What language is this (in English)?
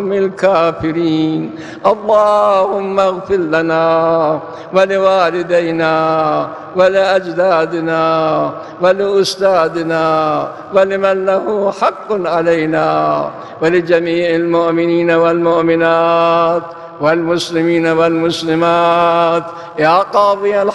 Arabic